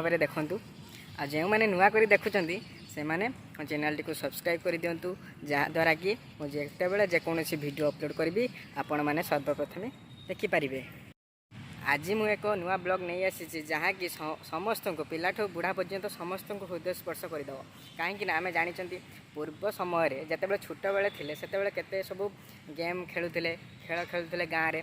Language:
Odia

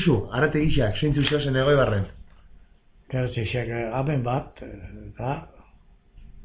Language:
Basque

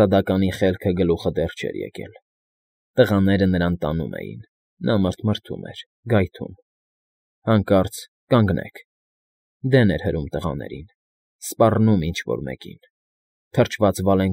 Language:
Armenian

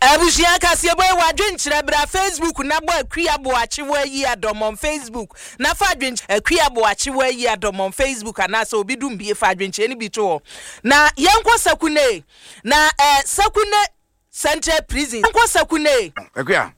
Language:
Akan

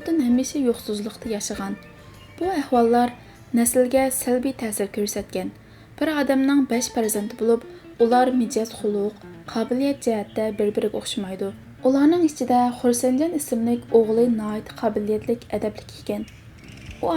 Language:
Uyghur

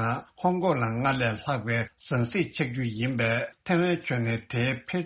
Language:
Tibetan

